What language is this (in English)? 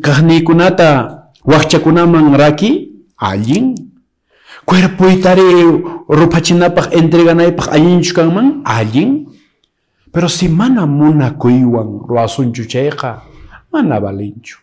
Quechua